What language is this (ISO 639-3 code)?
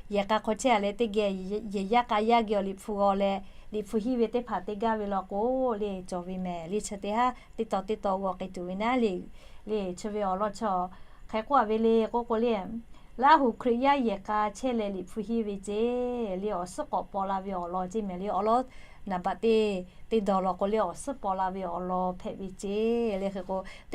lhu